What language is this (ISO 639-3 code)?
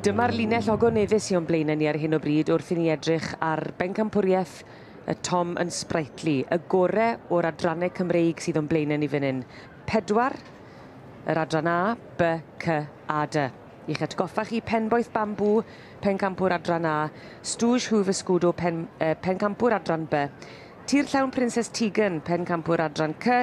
cym